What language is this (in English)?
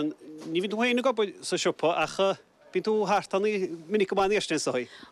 Irish